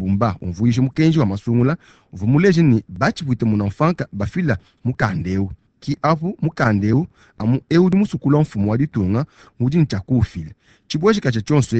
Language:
Luba-Lulua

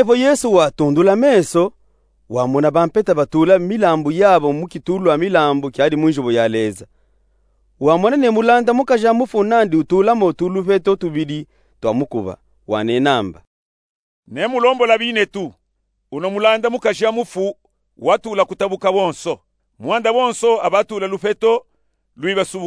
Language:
Luba-Katanga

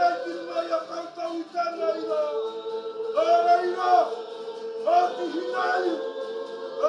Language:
Māori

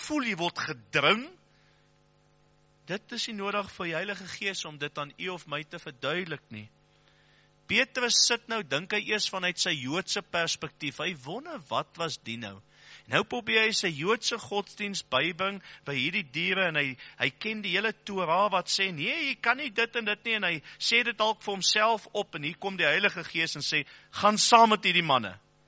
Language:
Afrikaans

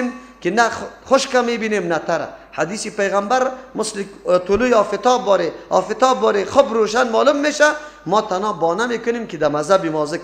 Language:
Persian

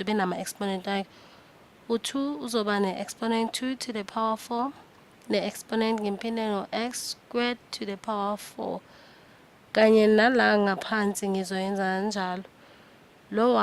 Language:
Zulu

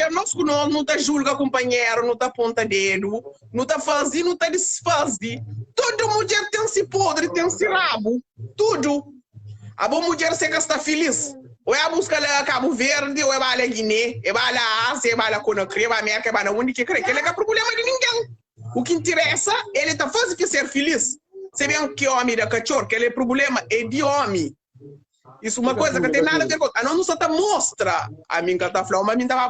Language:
Kabuverdianu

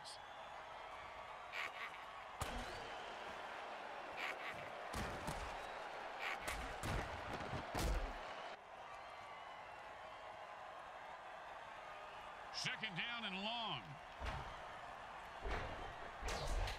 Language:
English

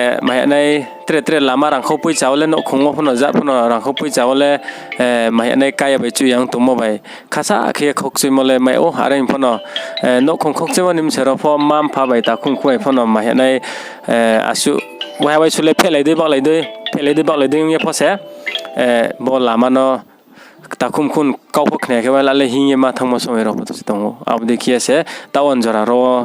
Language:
Riang (India)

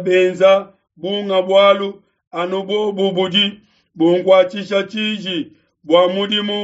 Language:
Luba-Lulua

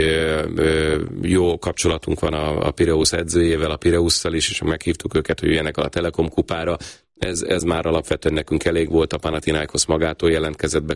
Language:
Hungarian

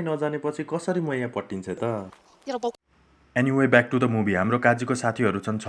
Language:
Nepali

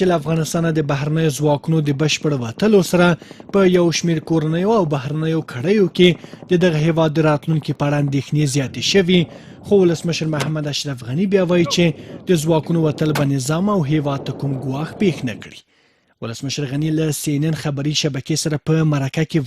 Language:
Pashto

